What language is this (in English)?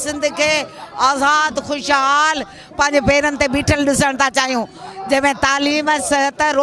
Sindhi